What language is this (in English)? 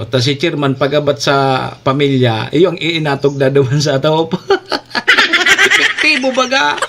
Bikol